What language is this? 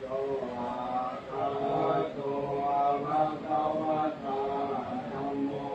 Pali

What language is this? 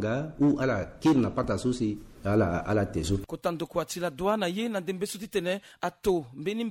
Sango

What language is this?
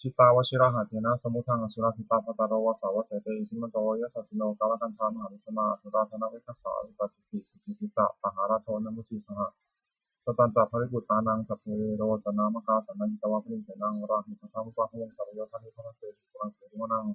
Pali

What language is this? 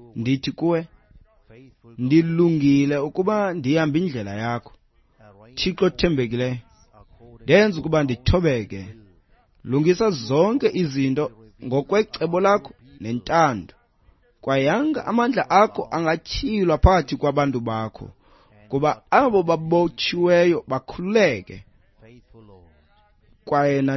Xhosa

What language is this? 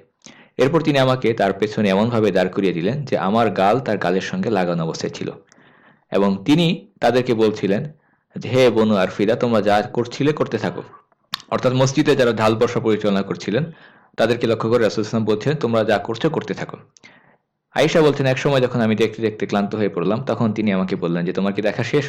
Bangla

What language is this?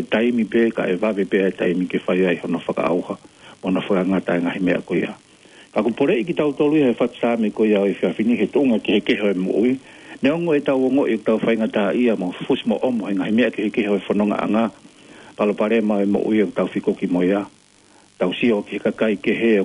Tongan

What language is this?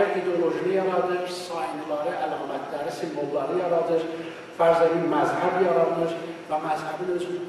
South Azerbaijani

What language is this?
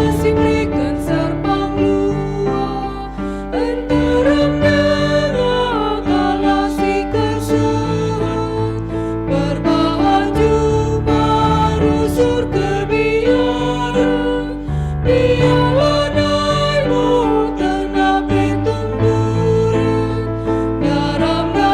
Batak Karo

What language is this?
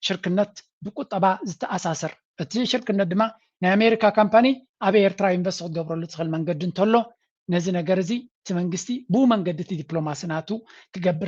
Tigrinya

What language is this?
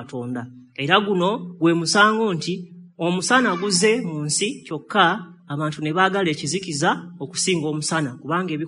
Ganda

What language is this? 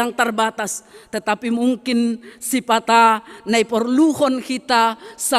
Batak Simalungun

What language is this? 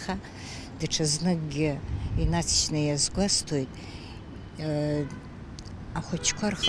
Abkhazian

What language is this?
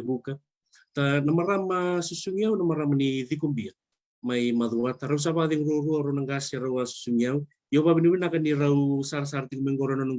Fijian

